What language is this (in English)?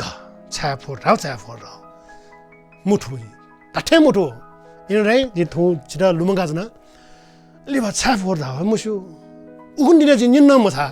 Newari